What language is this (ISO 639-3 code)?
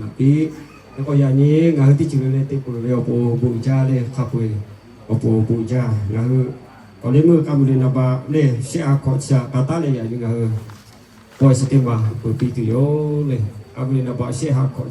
lhu